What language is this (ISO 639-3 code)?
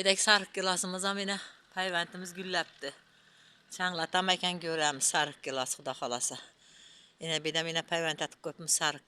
uzb